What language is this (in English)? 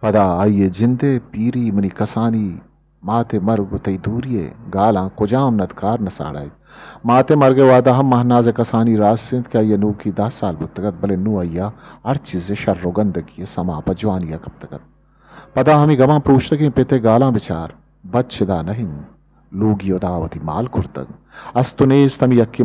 Eastern Balochi